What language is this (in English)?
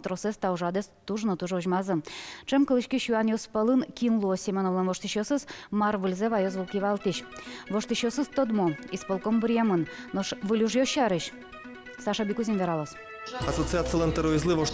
Udmurt